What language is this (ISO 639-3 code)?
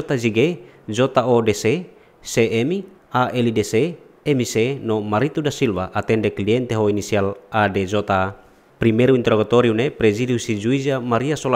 tet